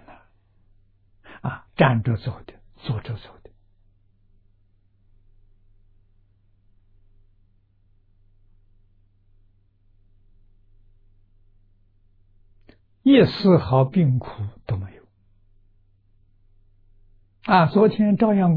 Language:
Chinese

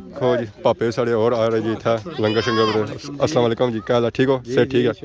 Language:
Pahari-Potwari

